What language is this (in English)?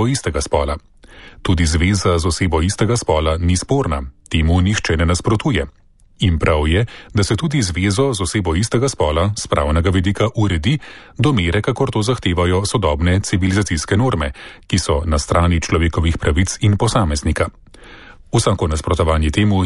Slovenian